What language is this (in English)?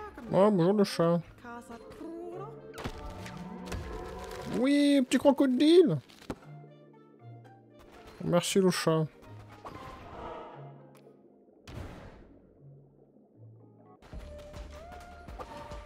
French